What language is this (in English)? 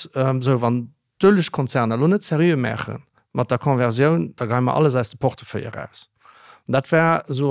Luxembourgish